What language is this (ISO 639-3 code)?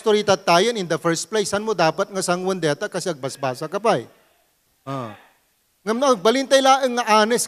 ilo